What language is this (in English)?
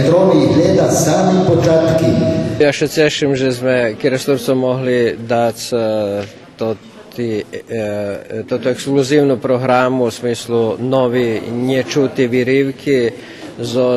Rusyn